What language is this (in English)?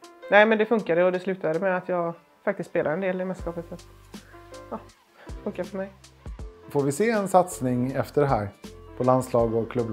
Swedish